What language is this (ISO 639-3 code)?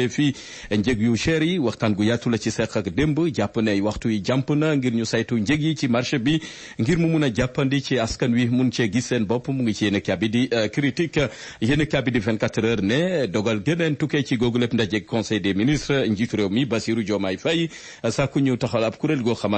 wol